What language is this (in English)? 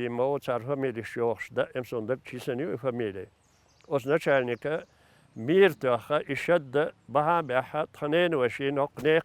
Chechen